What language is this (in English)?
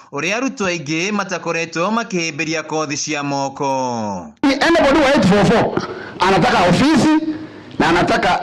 Kikuyu